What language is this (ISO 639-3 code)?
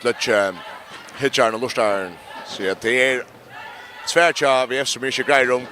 fao